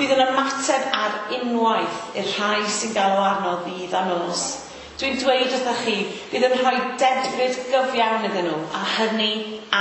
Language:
Welsh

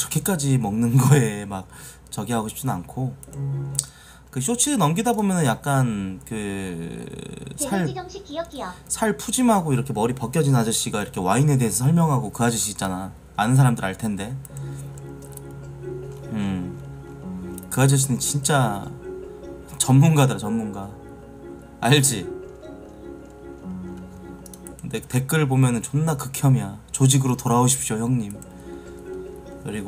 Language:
Korean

